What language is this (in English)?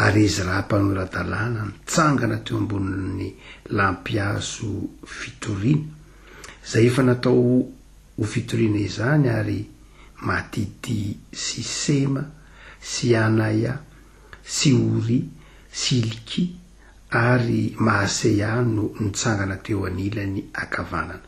Malagasy